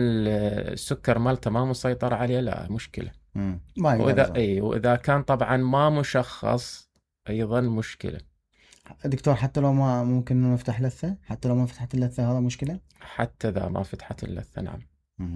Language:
Mesopotamian Arabic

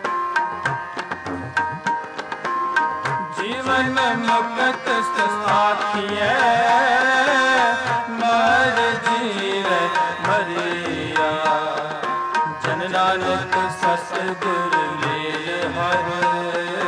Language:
Punjabi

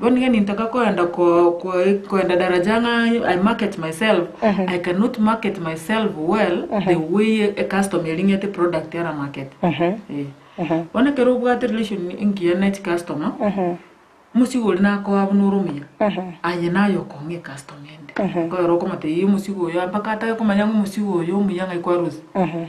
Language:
Gusii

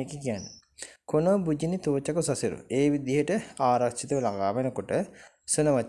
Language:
Sinhala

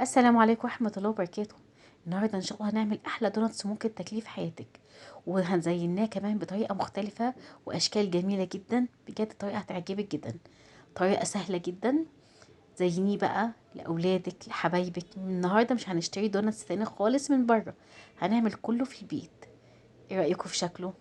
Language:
Egyptian Arabic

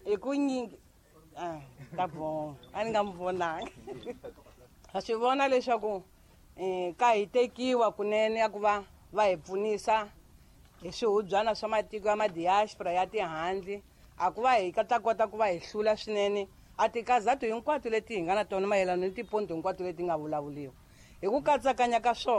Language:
Tsonga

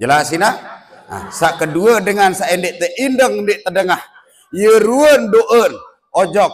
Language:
Sasak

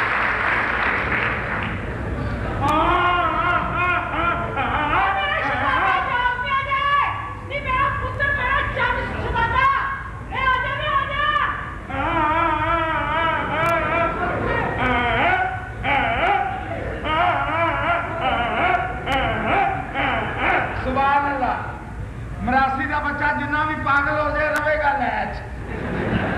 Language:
Punjabi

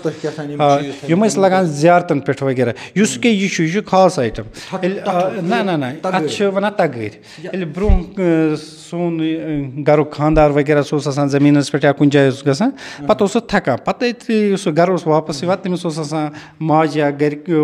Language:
Kashmiri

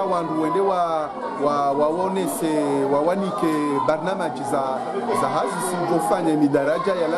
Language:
Ngazidja Comorian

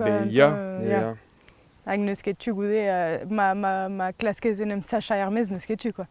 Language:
Breton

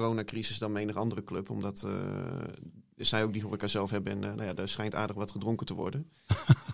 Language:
Dutch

